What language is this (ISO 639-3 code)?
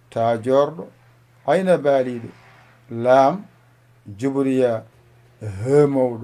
ful